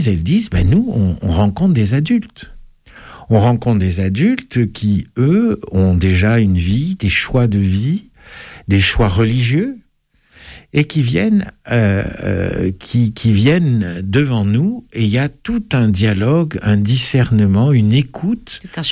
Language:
French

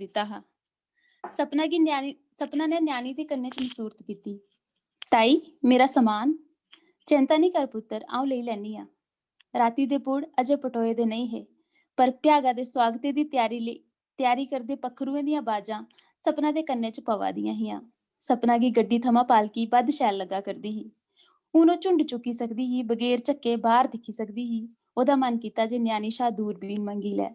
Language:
Dogri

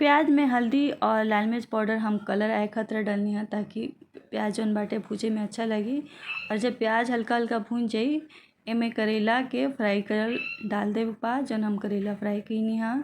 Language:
Bhojpuri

